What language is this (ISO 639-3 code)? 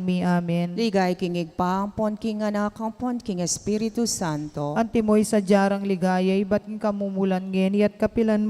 pam